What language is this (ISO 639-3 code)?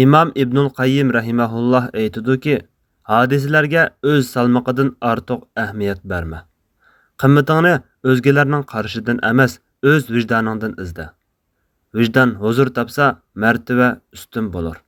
uig